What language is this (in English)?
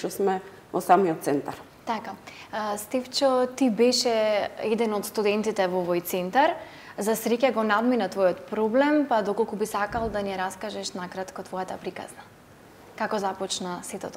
Macedonian